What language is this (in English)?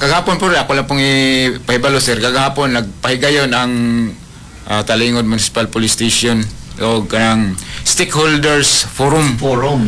Cebuano